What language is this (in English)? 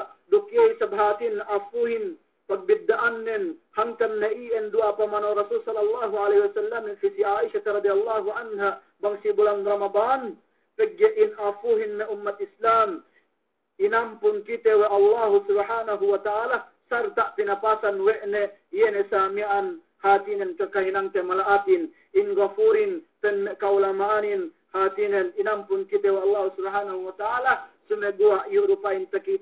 Yakan